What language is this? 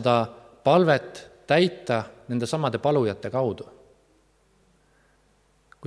Estonian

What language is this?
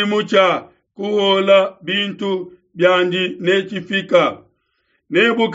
Luba-Lulua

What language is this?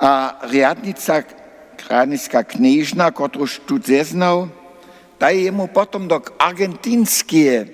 Upper Sorbian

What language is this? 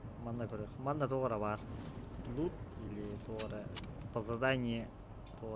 Yakut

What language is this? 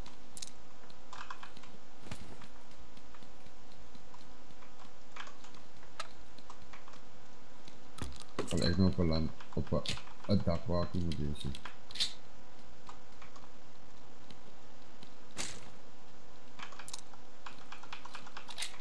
Afrikaans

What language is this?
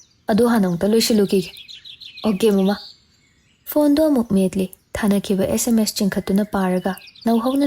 Manipuri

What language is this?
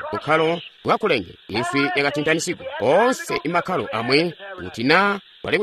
Tonga (Zambia)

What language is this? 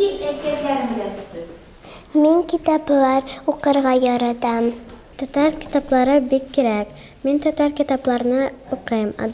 Tatar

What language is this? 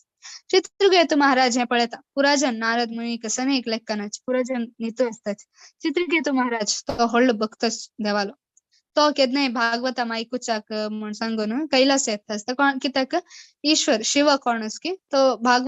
Konkani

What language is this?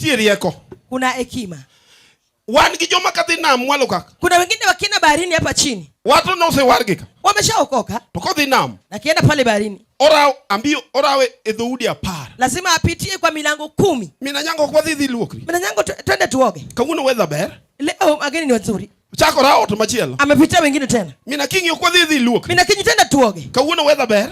Luo (Kenya and Tanzania)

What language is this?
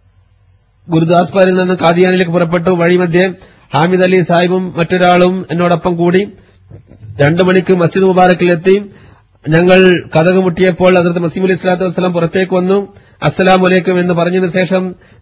Malayalam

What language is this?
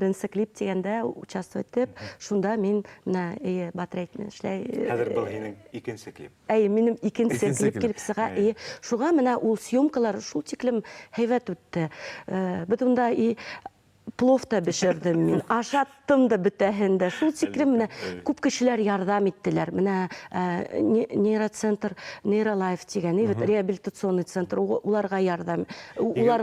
Bashkir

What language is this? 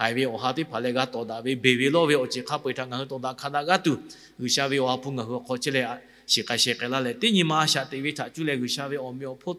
Lahu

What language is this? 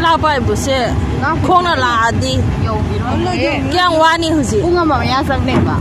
Manipuri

